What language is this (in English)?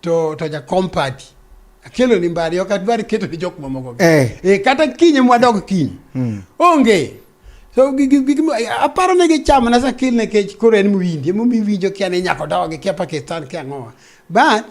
Luo (Kenya and Tanzania)